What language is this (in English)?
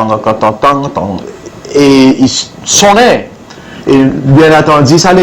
Seselwa Creole French